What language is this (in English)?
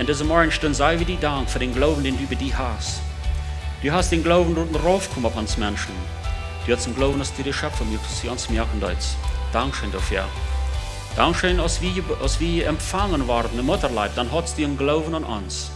Plautdietsch